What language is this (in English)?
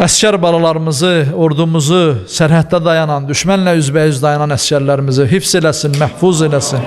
Azerbaijani